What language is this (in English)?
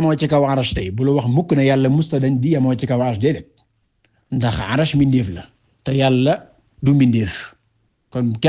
Wolof